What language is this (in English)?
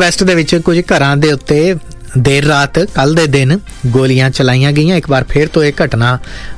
Punjabi